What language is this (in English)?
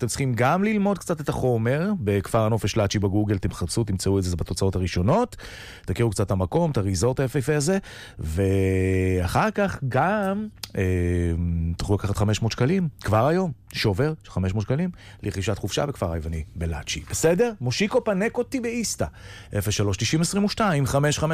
Hebrew